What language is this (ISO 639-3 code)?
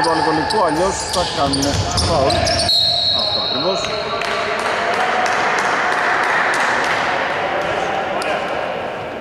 ell